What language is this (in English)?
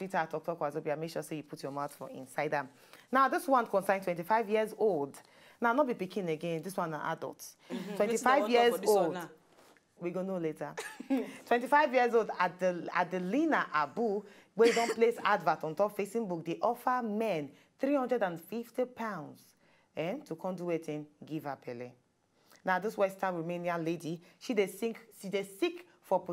Nigerian Pidgin